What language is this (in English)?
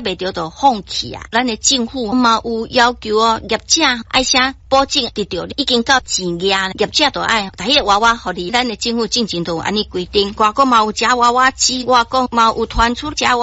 Min Nan Chinese